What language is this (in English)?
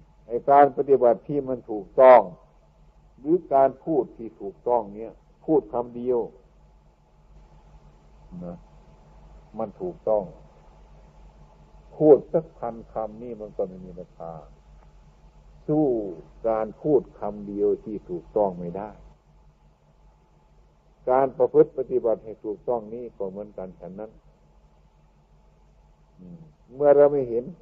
Thai